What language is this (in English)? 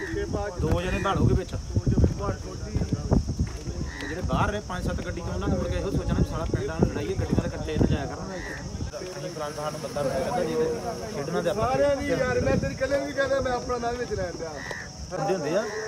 Punjabi